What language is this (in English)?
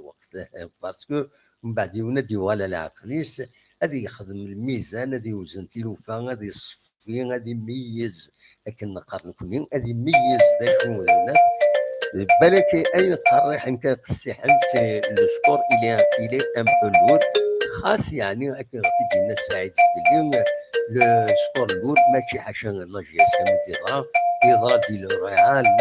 Kabyle